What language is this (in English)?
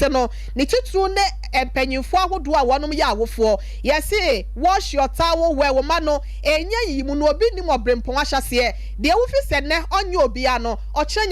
Akan